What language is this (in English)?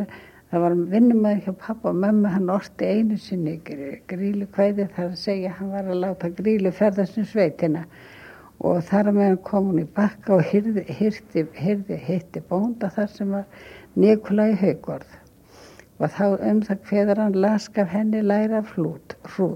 Icelandic